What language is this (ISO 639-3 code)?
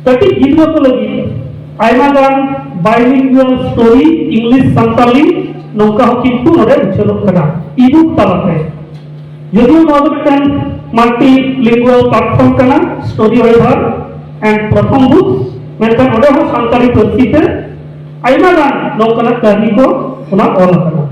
sat